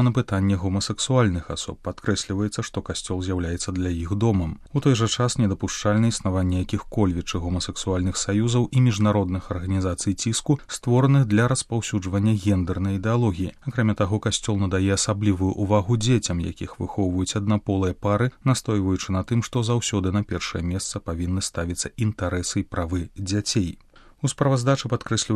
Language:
Belarusian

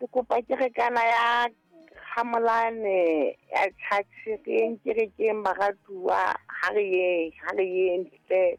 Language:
Southern Sotho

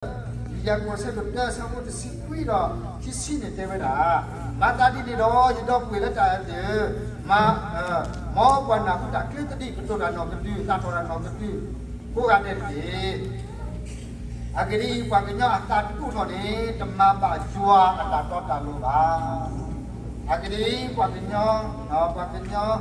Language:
S'gaw Karen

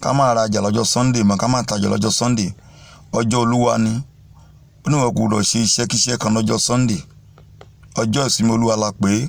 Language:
Yoruba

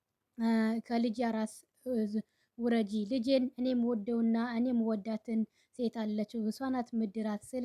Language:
Amharic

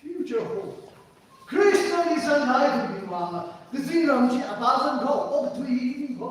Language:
Tangkhul Naga (India)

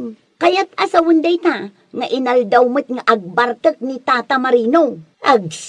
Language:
Iloko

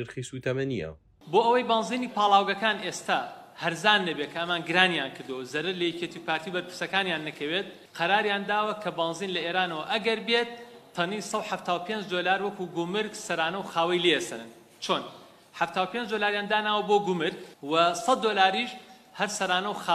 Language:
Central Kurdish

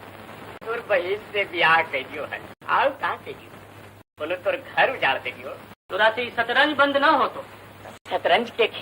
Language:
Magahi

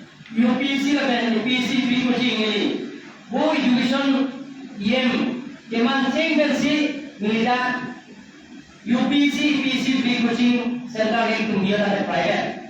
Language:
Karbi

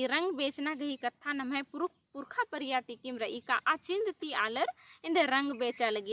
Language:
Kurukh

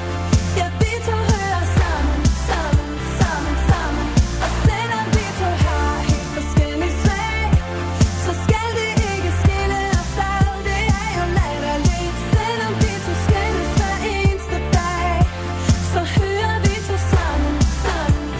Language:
Danish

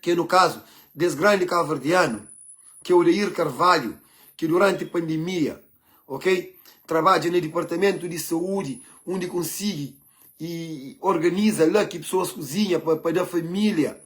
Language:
Kabuverdianu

